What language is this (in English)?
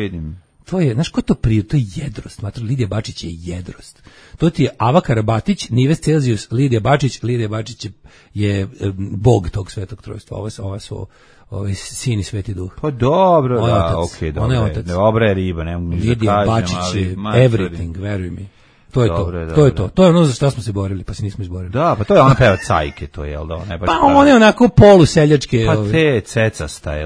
Serbian